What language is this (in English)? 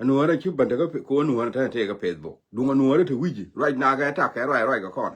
Nuer